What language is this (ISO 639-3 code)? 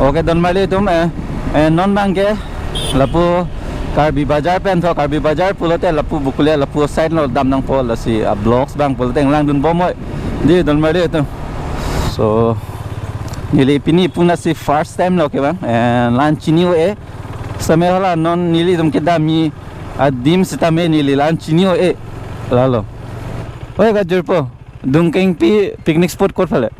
mjw